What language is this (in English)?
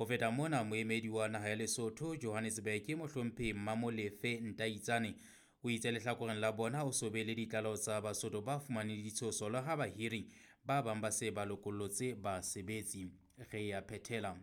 Southern Sotho